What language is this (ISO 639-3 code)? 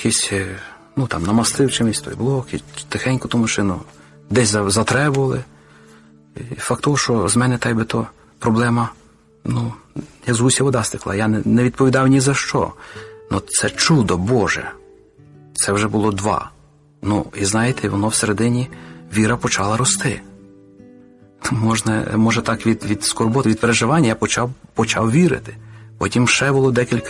ukr